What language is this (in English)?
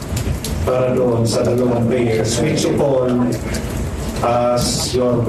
Filipino